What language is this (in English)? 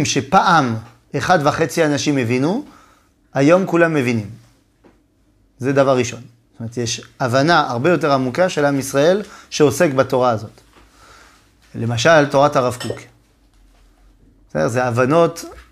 Hebrew